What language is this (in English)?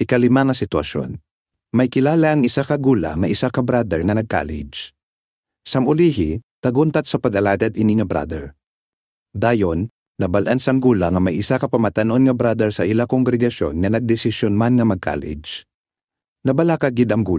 Hiligaynon